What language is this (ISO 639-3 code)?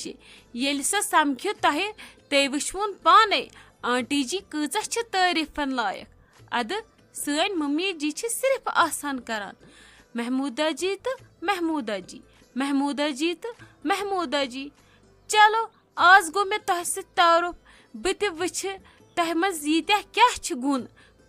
kas